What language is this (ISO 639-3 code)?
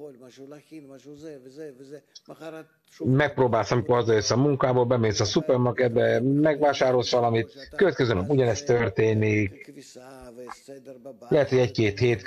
hun